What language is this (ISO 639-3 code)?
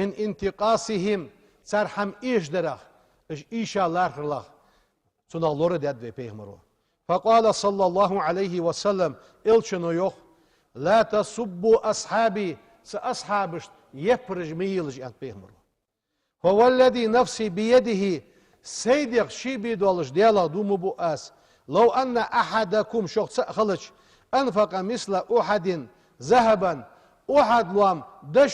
inh